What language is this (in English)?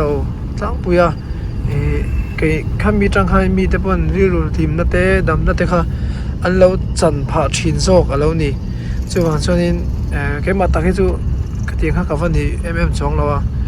Mizo